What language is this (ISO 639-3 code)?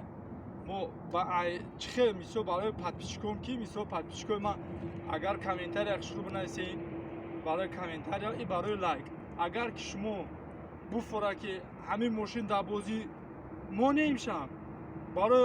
tgk